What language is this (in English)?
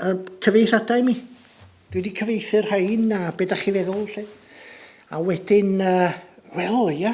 Welsh